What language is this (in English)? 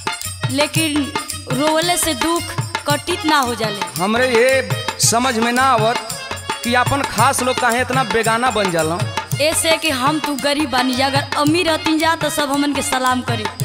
Bhojpuri